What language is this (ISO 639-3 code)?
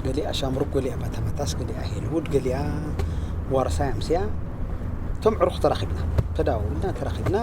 tir